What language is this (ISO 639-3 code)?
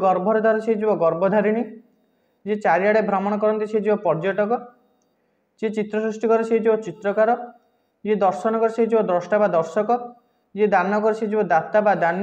ori